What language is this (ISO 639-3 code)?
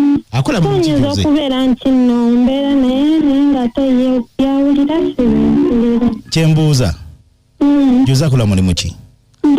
lug